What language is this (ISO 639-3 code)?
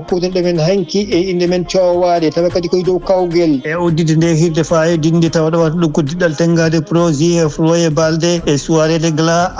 ful